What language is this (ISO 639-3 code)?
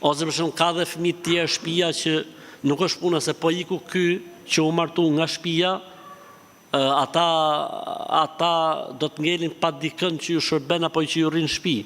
sqi